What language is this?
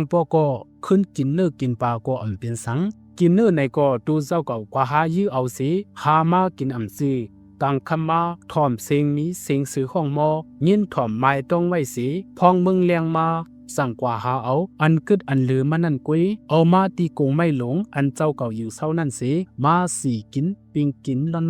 Shan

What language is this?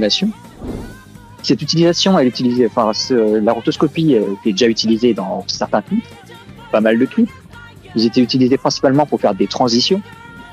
French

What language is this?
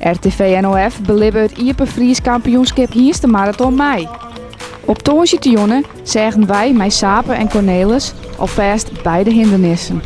Western Frisian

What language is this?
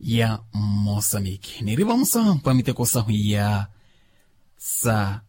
Makhuwa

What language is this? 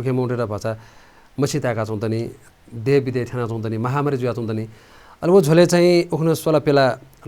Newari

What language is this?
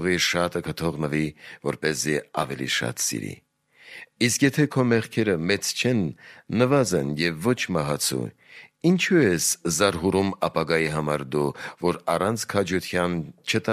Armenian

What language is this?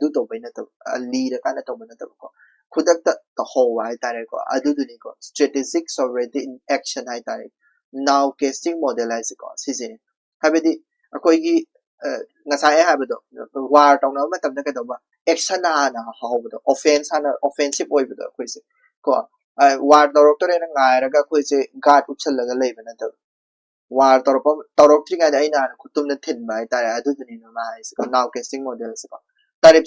Manipuri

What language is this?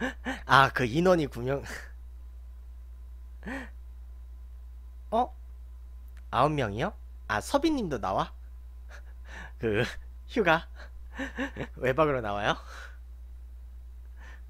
Korean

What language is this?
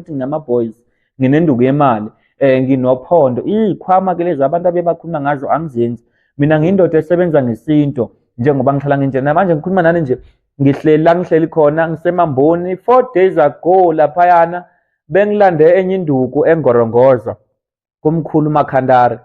Zulu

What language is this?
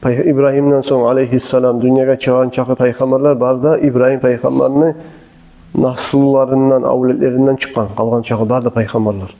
Kumyk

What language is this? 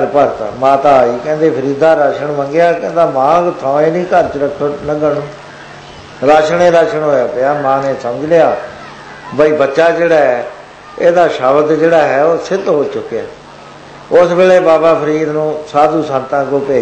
Punjabi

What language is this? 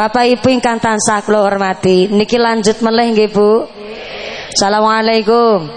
Javanese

